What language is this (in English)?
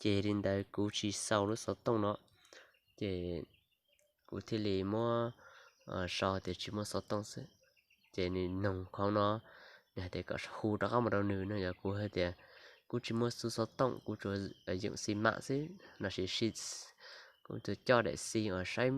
Hmong